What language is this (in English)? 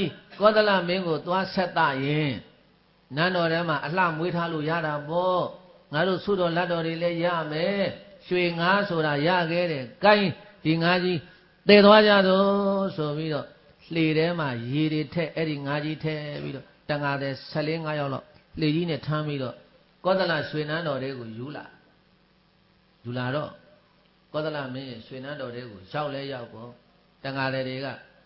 Burmese